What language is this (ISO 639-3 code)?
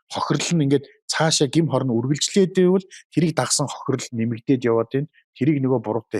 mon